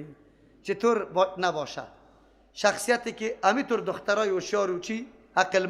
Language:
Persian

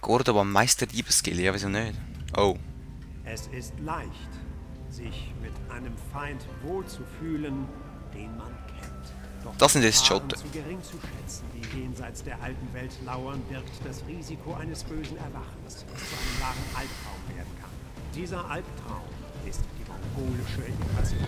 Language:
Swiss German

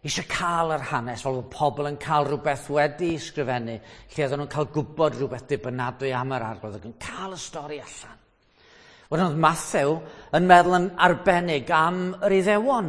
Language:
Welsh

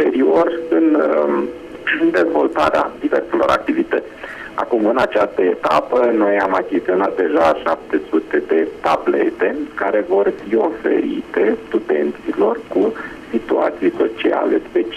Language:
Romanian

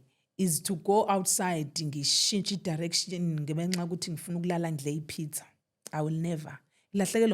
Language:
Zulu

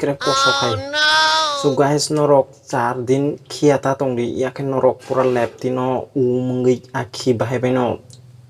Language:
Kok Borok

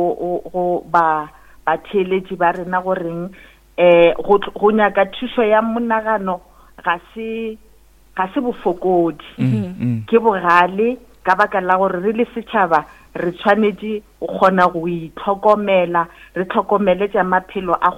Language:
Northern Sotho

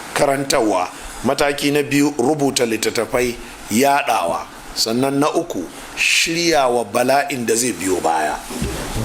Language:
Hausa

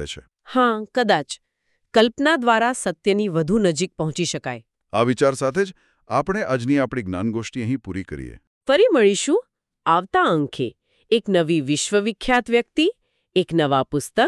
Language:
Gujarati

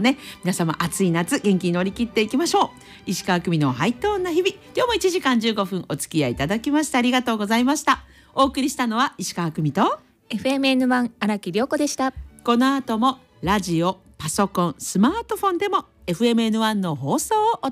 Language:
Japanese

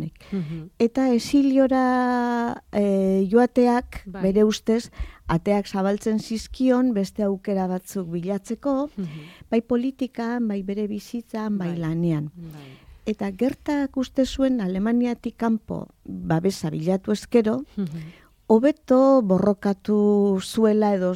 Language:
Basque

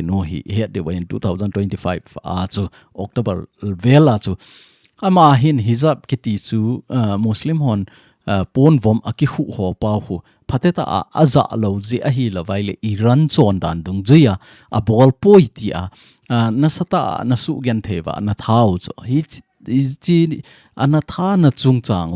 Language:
Thado Chin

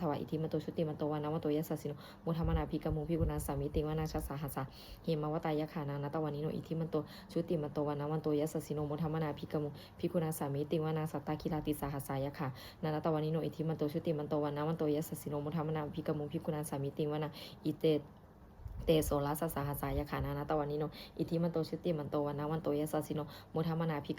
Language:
Pali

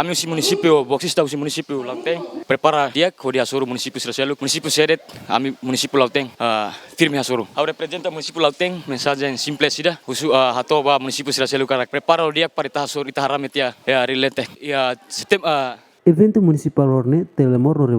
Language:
Tetum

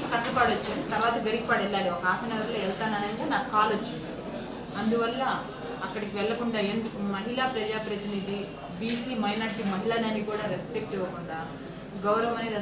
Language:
Telugu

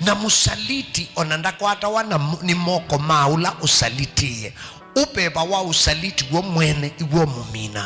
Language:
Kamba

